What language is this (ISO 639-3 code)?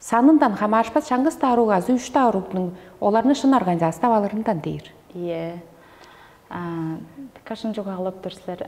tyv